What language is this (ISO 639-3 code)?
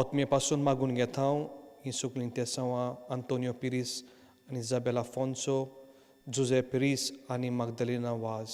kok